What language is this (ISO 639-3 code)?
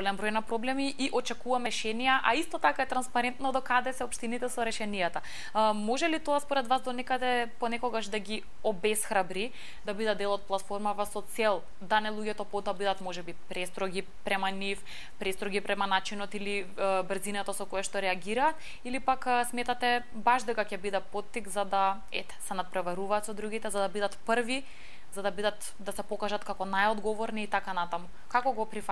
mkd